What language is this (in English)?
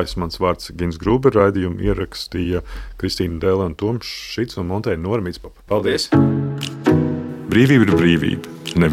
Latvian